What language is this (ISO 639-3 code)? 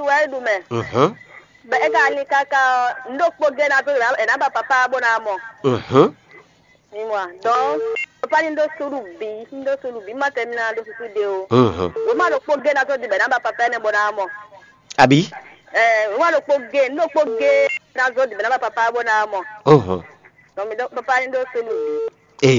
fon